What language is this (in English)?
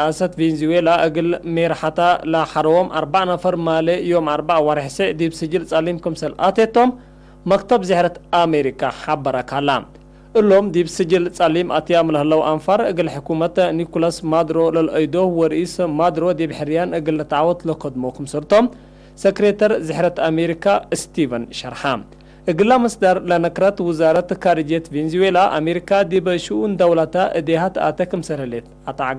Tigre